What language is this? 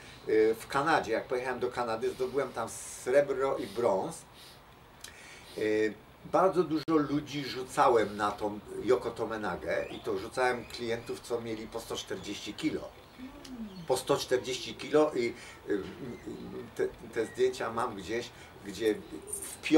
Polish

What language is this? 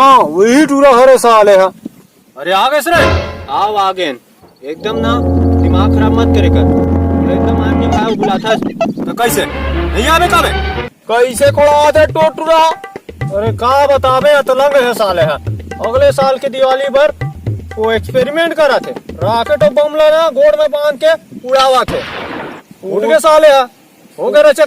Chhattisgarhi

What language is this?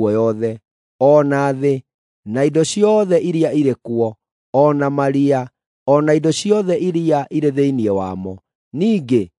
Kikuyu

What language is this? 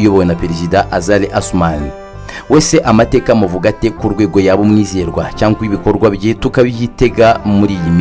Kinyarwanda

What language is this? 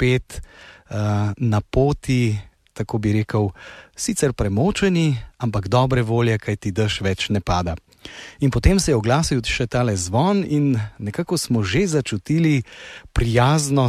Slovenian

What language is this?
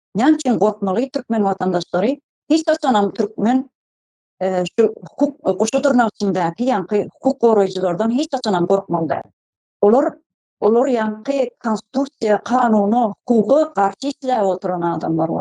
Turkmen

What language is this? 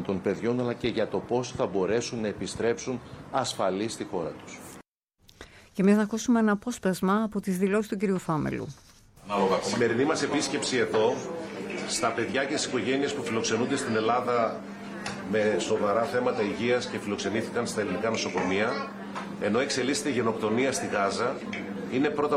Greek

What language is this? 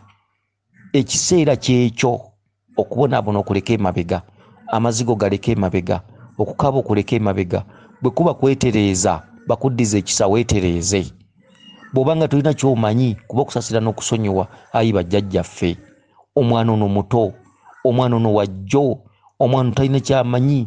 Ganda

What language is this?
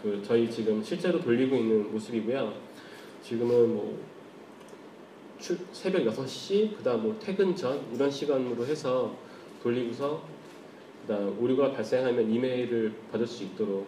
Korean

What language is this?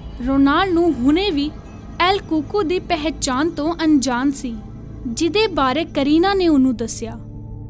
Punjabi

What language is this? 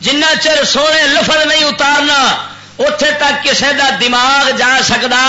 Western Panjabi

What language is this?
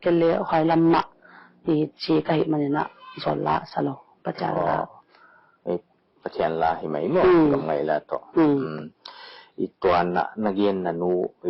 Paite Chin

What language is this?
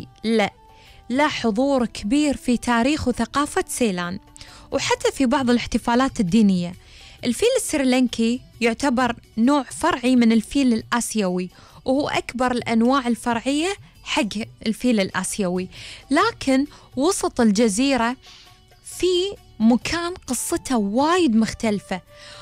Gulf Arabic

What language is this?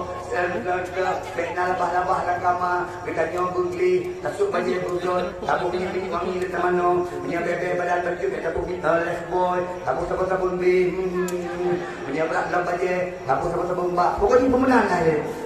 Achinese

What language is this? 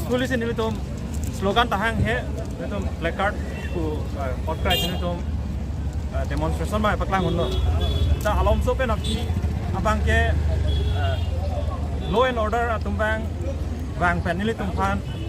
Karbi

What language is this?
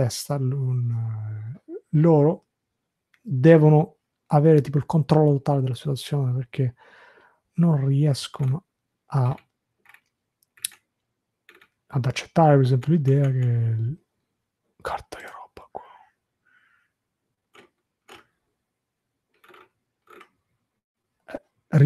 Italian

